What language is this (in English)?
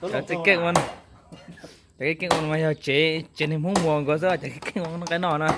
Hmong